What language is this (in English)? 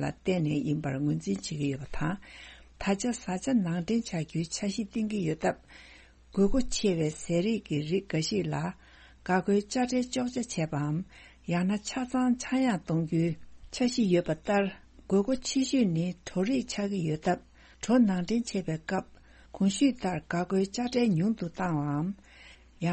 Tibetan